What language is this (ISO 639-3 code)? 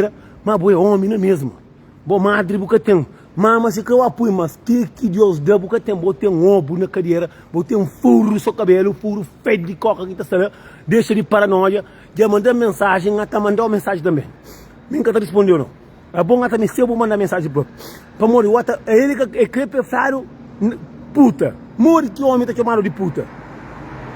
kea